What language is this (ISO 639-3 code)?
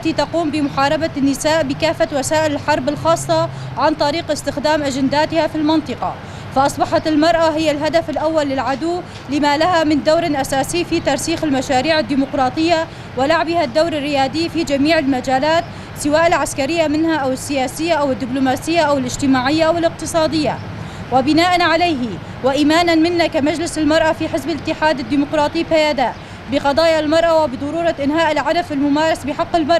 kur